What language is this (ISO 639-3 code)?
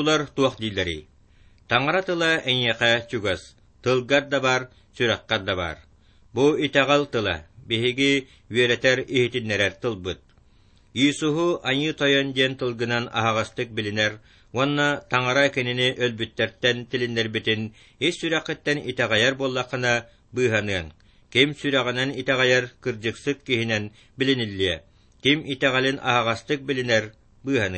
sah